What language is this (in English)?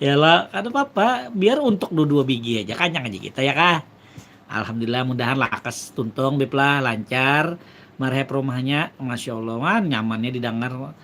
Banjar